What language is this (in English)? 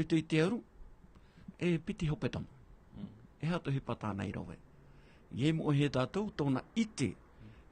Tahitian